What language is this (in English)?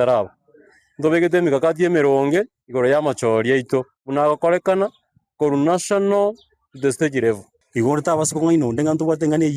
Gusii